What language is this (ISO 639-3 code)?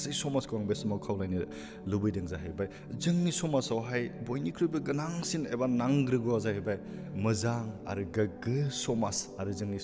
brx